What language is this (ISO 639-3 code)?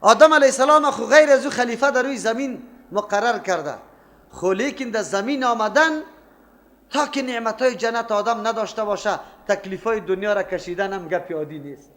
fas